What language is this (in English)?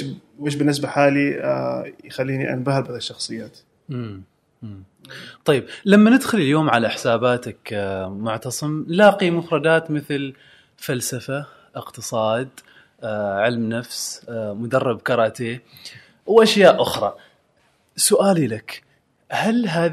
Gulf Arabic